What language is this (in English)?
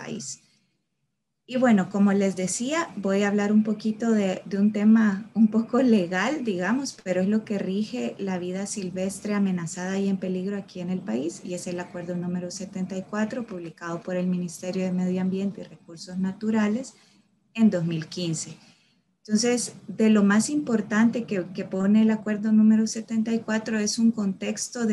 Spanish